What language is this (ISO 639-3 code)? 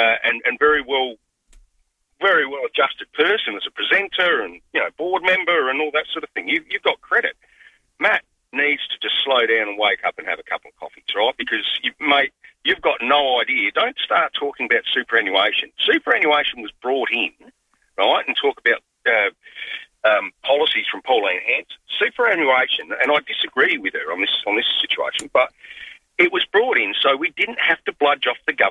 eng